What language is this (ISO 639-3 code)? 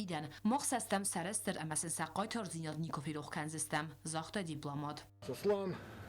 oss